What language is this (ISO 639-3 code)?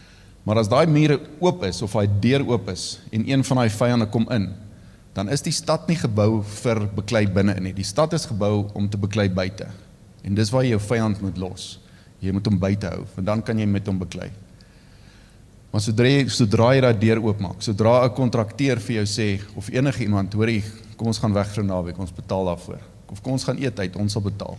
afr